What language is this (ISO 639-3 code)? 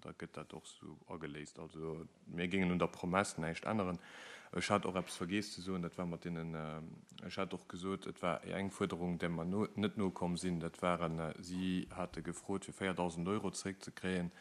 ltz